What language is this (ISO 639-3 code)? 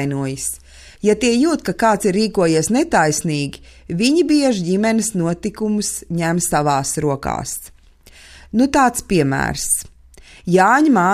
lav